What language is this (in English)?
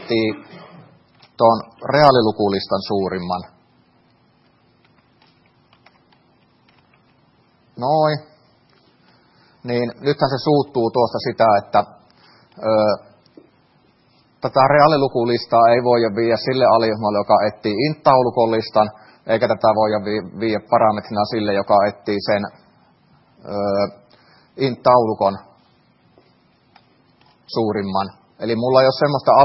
Finnish